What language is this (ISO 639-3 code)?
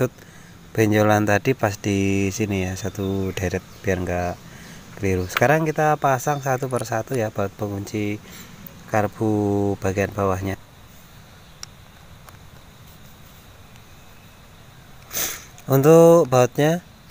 ind